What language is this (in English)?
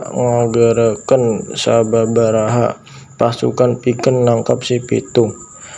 Sundanese